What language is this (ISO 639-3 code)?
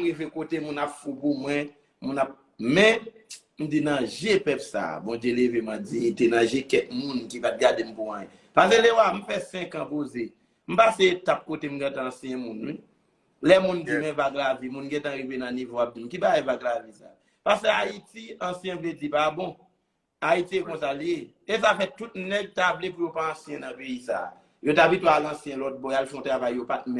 hat